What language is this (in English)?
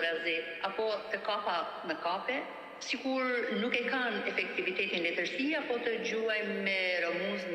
Albanian